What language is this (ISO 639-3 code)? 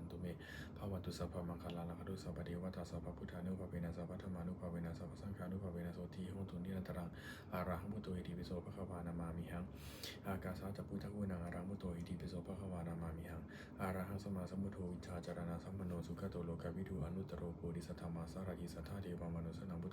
pli